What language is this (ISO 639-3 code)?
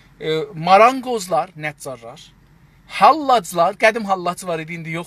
azb